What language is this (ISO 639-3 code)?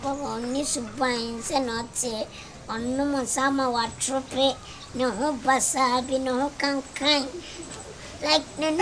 aka